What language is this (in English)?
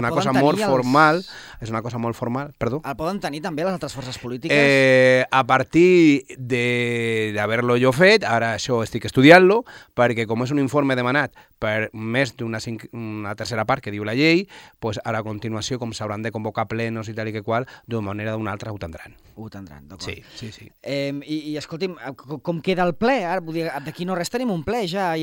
Catalan